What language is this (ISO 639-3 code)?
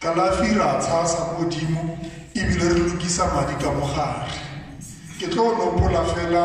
tsn